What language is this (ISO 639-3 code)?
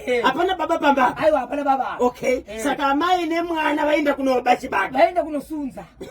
sna